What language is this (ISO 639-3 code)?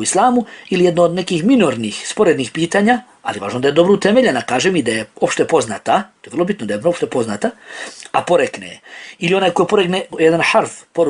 bos